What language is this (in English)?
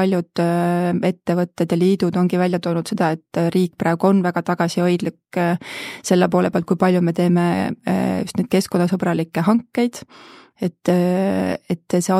Estonian